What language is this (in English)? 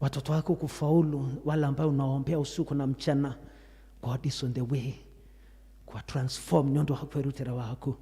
Kikuyu